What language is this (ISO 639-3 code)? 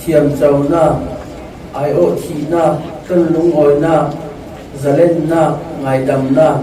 cfm